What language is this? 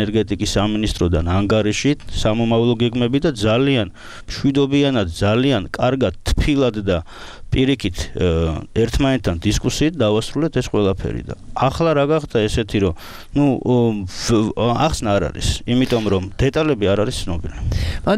Georgian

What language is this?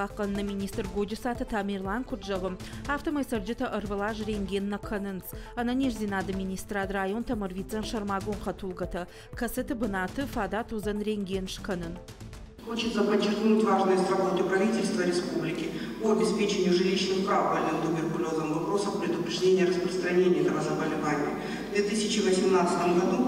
Ossetic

